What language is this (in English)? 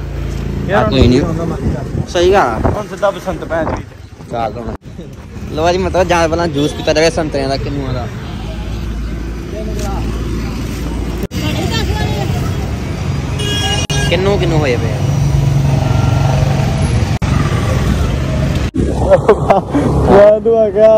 Punjabi